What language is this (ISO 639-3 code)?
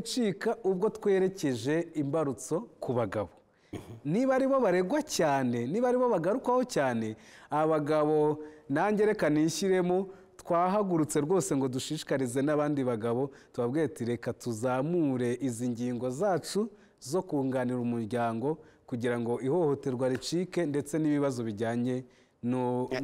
kin